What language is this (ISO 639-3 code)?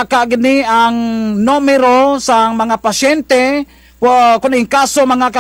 krj